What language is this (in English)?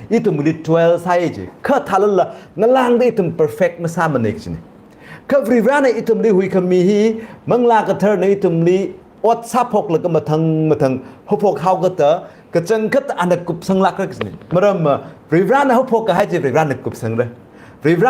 Tangkhul Naga (India)